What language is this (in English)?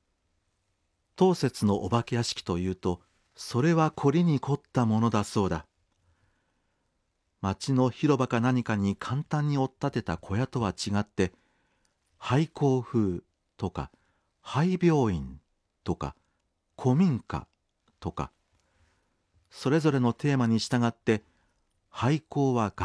Japanese